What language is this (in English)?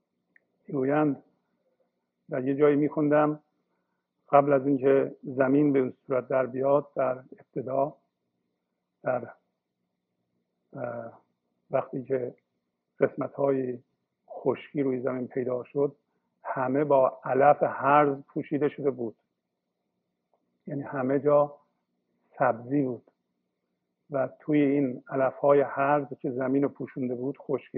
Persian